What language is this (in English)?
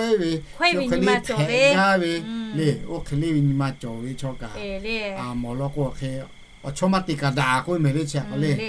Lahu